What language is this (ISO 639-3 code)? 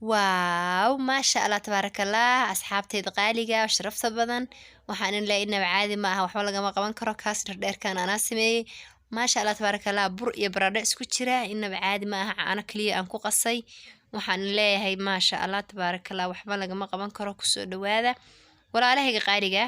som